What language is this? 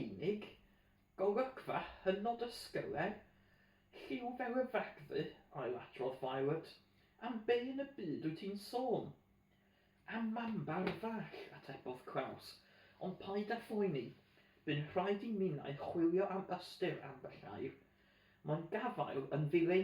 Welsh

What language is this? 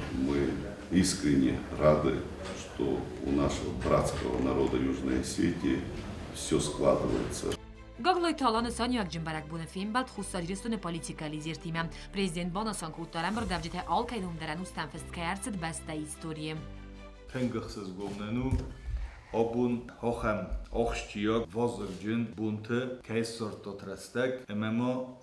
Ossetic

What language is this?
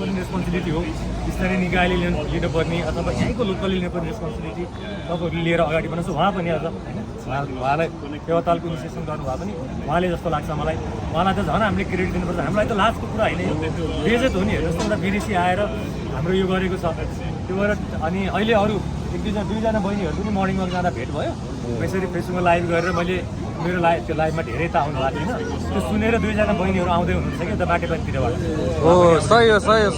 Nepali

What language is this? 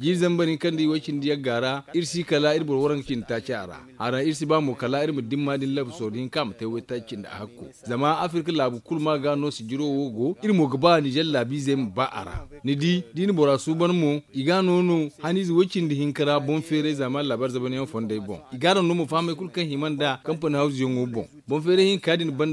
Zarma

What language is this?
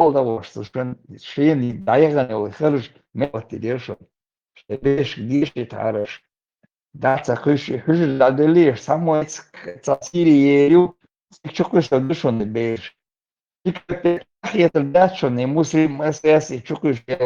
Chechen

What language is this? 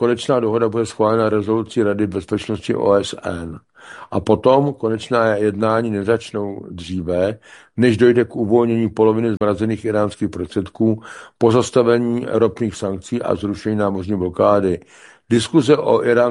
Czech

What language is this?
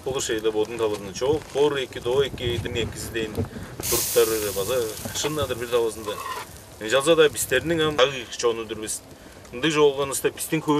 Tuvinian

